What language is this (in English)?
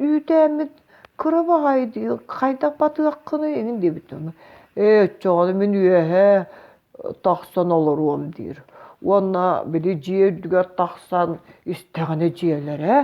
Yakut